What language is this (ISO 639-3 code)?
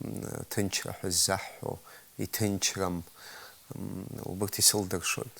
abk